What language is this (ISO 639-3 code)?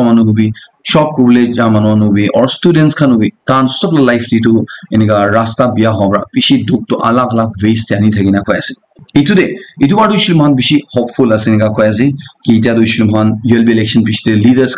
nag